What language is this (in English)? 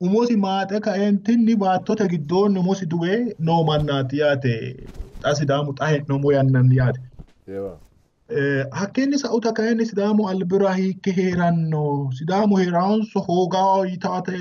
Sidamo